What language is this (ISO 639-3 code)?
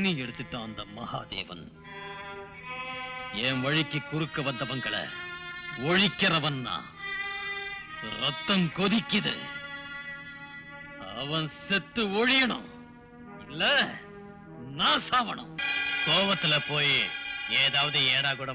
tam